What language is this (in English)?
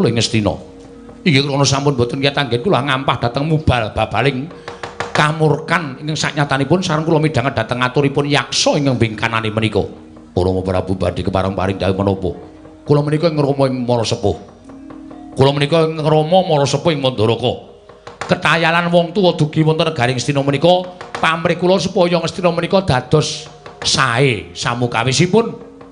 Javanese